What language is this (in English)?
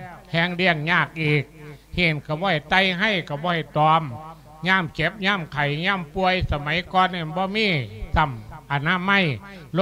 Lao